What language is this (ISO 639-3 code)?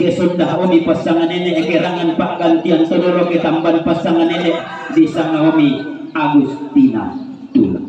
sda